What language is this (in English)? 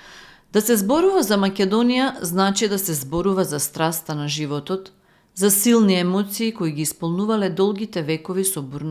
Macedonian